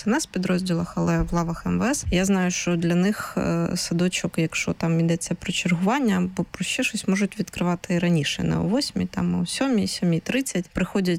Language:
Ukrainian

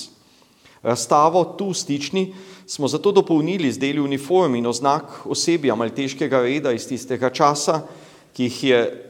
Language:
Slovenian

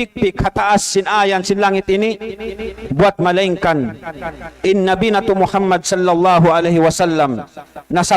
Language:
Tausug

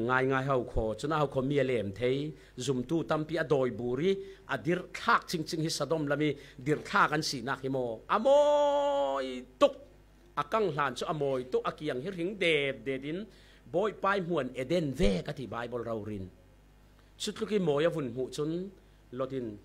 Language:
Falam Chin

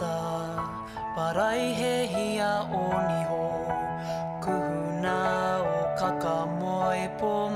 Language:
Māori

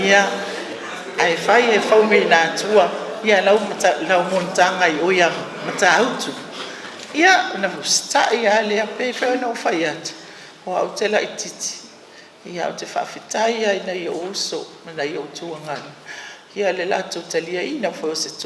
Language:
Samoan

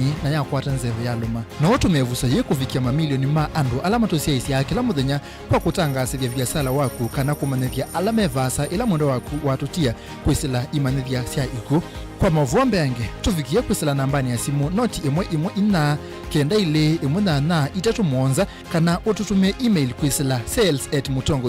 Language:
Kamba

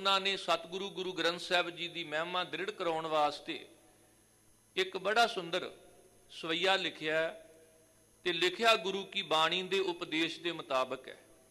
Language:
Punjabi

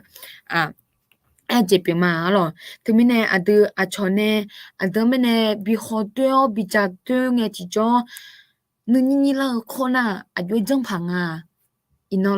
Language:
Akha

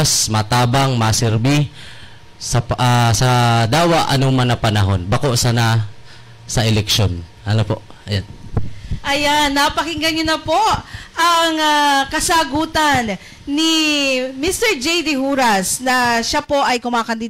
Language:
Bikol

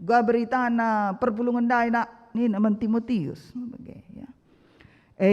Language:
Batak Karo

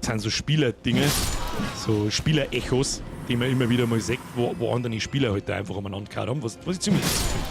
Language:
Bavarian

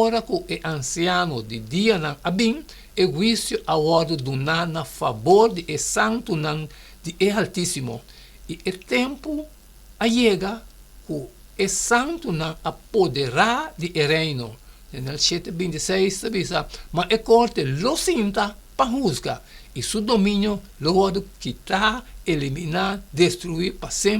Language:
Papiamento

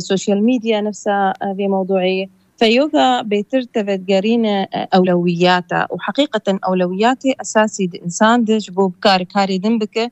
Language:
Kurdish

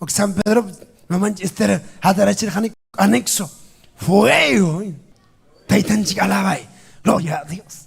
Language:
Ayacucho Quechua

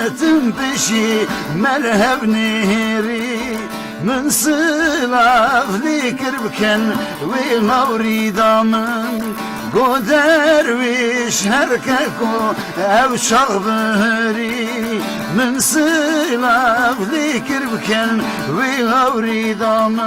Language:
Kurdish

